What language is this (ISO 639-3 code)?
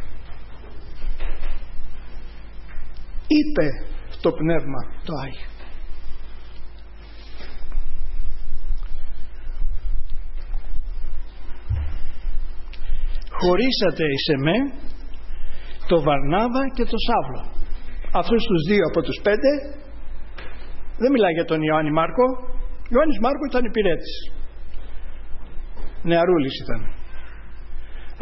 ell